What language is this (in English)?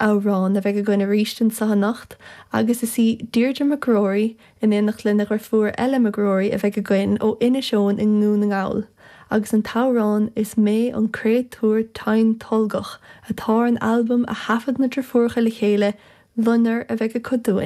Irish